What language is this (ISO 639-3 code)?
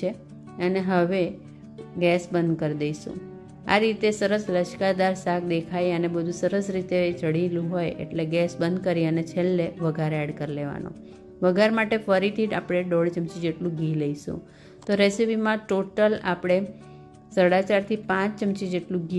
guj